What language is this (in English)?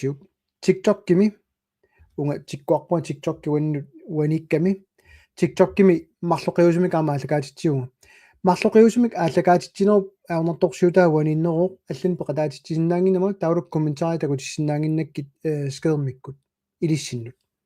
Kalaallisut